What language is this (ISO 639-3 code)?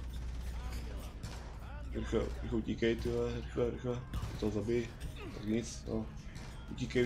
ces